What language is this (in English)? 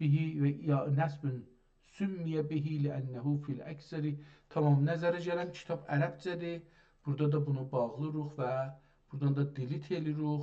South Azerbaijani